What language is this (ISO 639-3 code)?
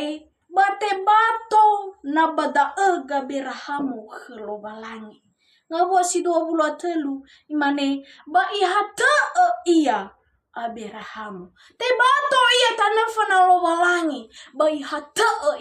nia